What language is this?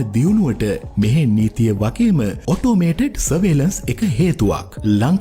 Sinhala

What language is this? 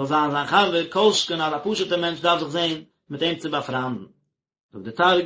Yiddish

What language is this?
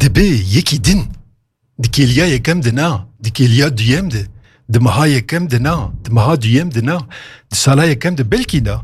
Kurdish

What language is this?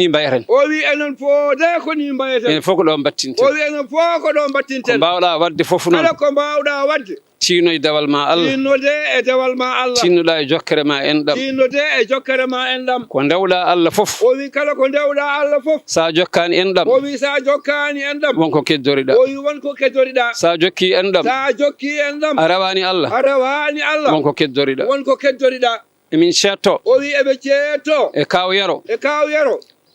Fula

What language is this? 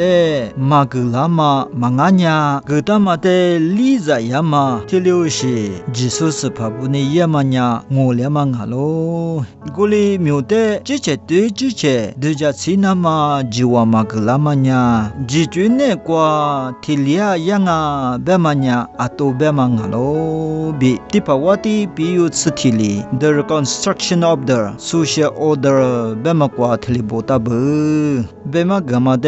Lisu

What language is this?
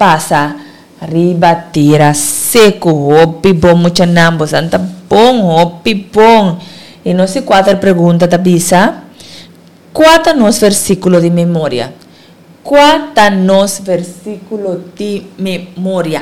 Papiamento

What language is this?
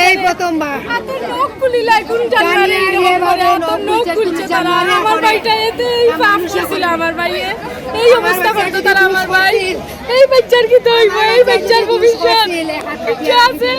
Sylheti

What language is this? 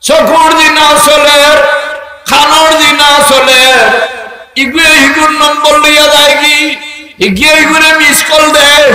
Sylheti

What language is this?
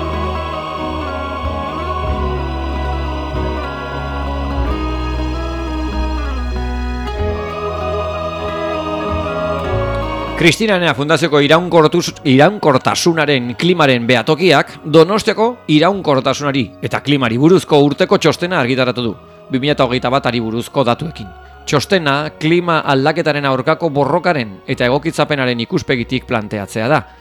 Basque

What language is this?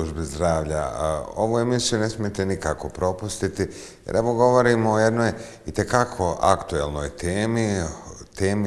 Bosnian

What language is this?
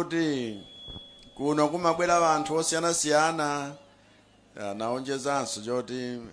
Nyanja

